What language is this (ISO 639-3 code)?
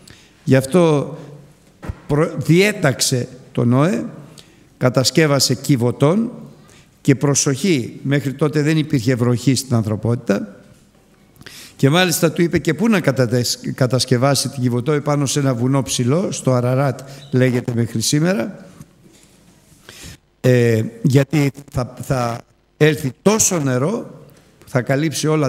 ell